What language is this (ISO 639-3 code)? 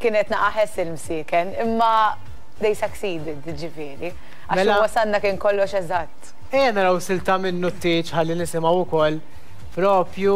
mlt